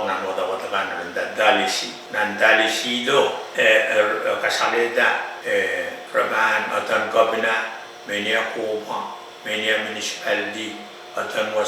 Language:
Pohnpeian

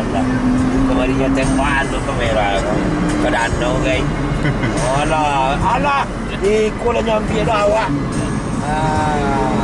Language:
Minangkabau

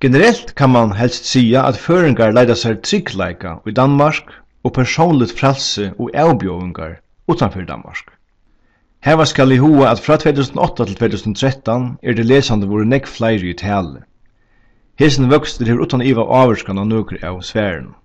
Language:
Faroese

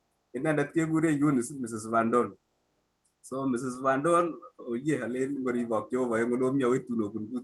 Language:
Kalenjin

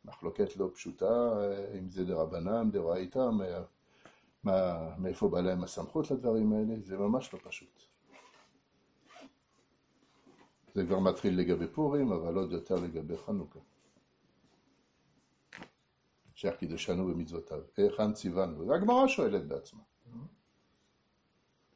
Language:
Hebrew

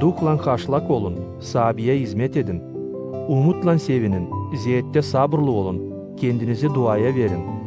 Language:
Gagauz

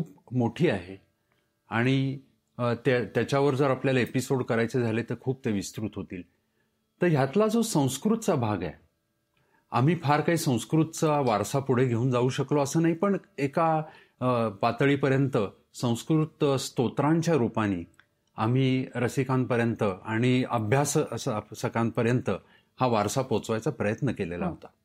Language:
Marathi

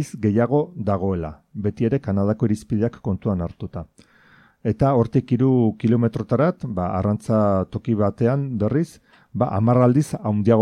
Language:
Basque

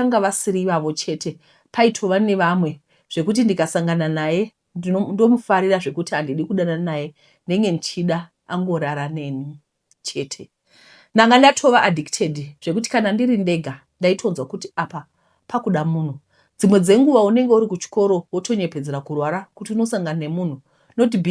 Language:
Shona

